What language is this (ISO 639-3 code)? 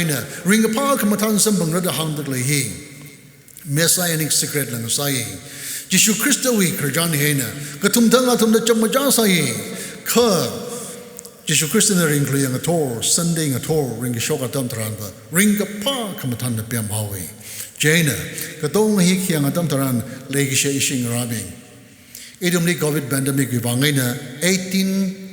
nmf